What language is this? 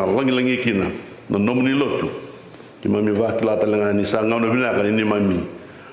Fijian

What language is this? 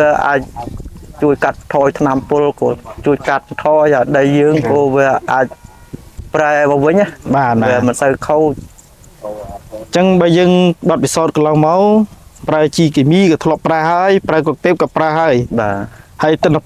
Khmer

